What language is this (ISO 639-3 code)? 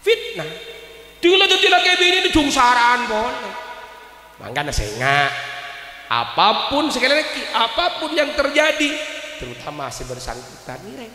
mad